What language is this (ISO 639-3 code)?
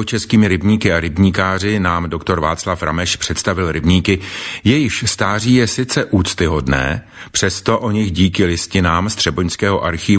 ces